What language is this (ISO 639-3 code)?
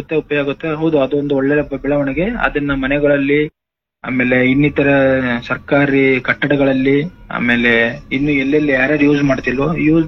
kan